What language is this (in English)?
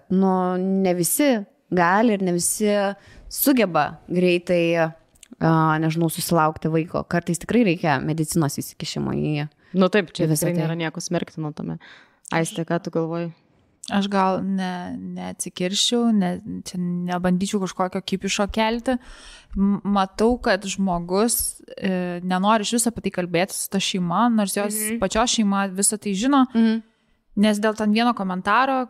Lithuanian